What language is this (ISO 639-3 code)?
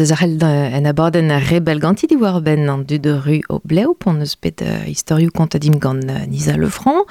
bre